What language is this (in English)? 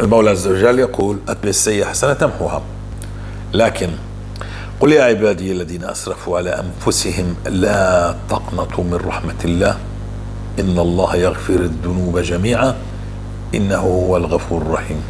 North Levantine Arabic